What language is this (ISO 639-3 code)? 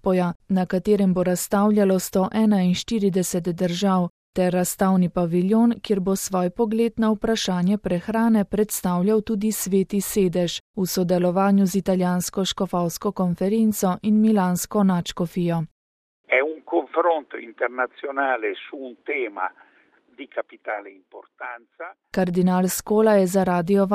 slv